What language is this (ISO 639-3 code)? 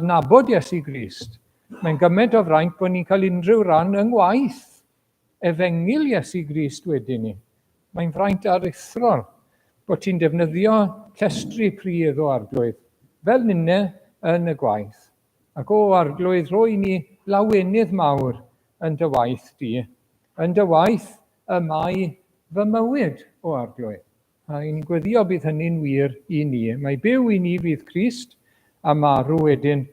cym